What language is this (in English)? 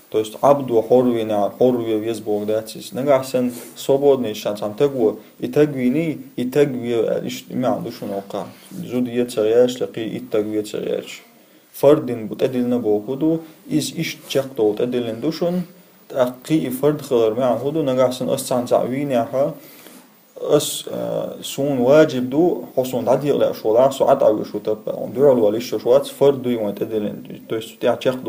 Chechen